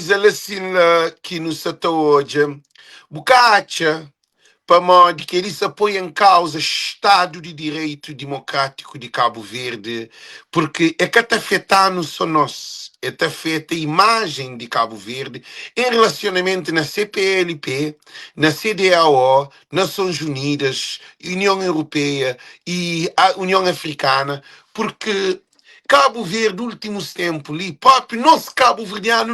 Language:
Kabuverdianu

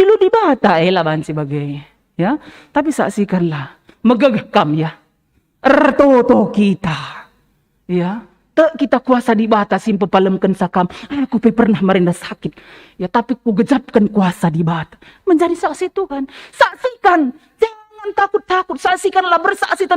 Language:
Batak Karo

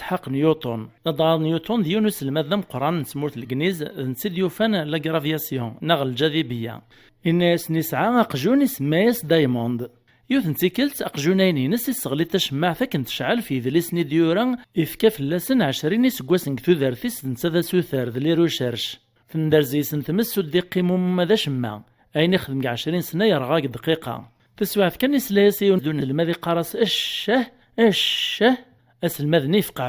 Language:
Kabyle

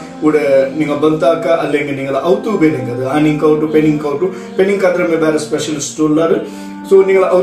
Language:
Malayalam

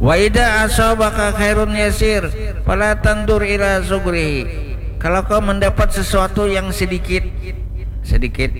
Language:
Banjar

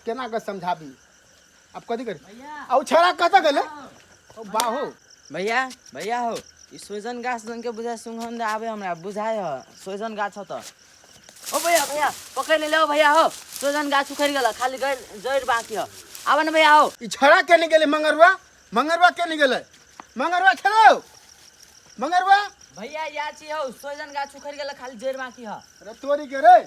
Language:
Maithili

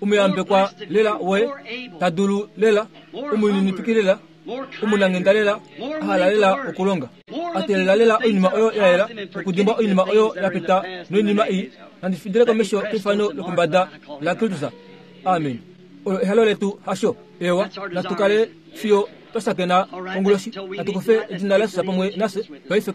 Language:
Kuanyama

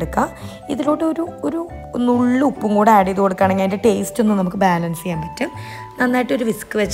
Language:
Malayalam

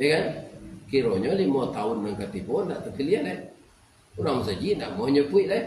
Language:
Minangkabau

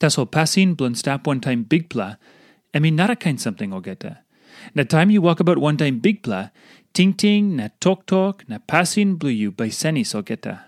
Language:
Tok Pisin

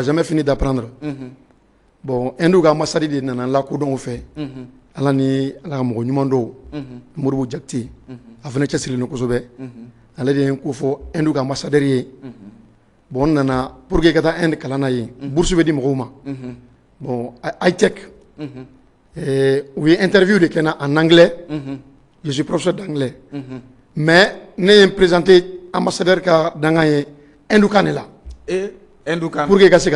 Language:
Bambara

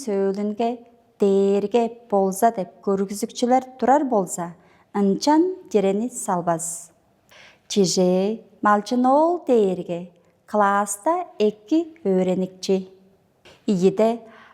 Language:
Tuvinian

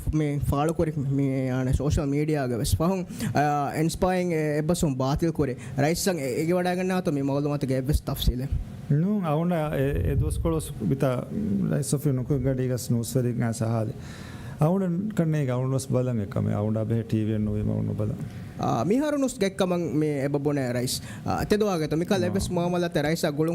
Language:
Divehi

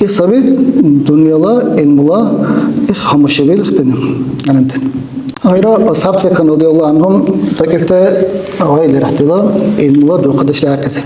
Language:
Dargwa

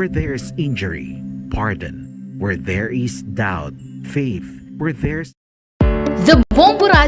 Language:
Waray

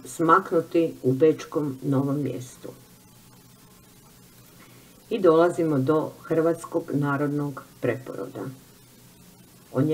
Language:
Croatian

